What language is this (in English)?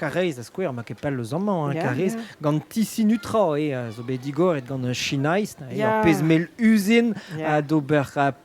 Breton